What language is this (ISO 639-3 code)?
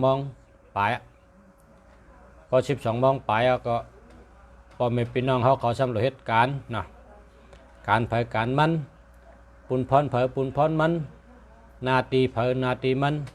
shn